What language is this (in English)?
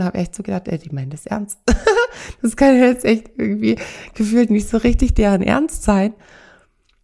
German